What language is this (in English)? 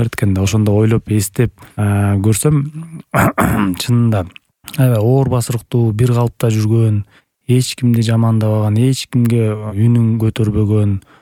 Kyrgyz